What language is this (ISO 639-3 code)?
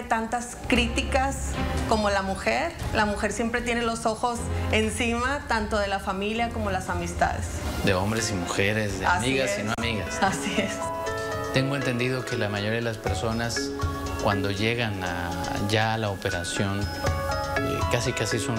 spa